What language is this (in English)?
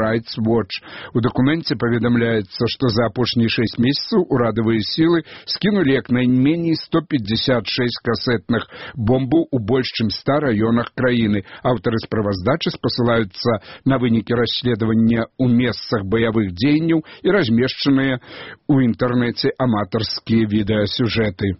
Belarusian